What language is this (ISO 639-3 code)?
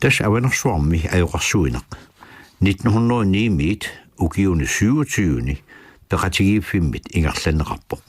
kal